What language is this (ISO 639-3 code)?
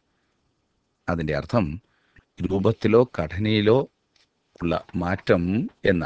mal